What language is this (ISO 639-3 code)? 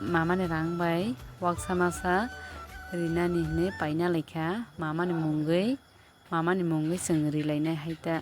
trp